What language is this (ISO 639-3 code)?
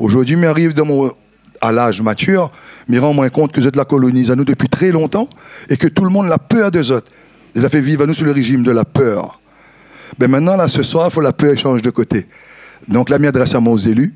rcf